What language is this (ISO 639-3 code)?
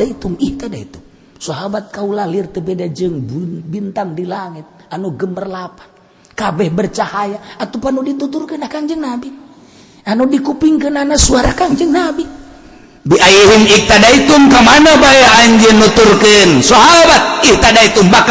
sun